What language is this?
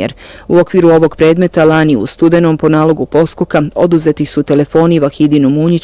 Bosnian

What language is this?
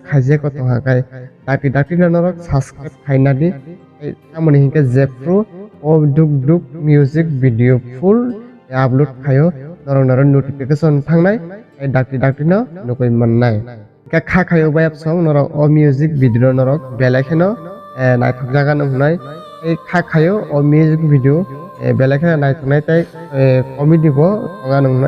Kok Borok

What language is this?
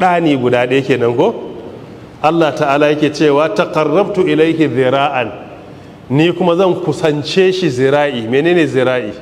Hausa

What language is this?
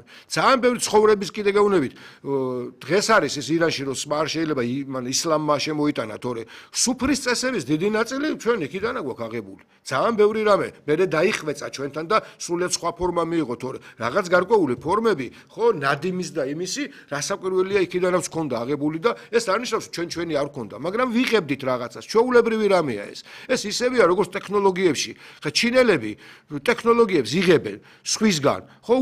Georgian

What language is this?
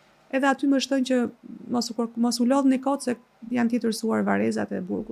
Albanian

